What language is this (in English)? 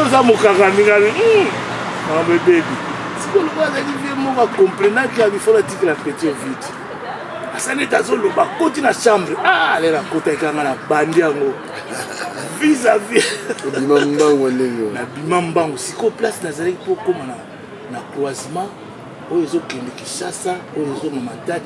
Lingala